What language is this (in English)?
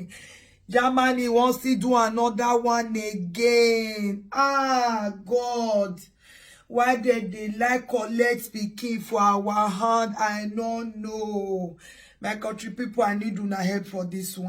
Nigerian Pidgin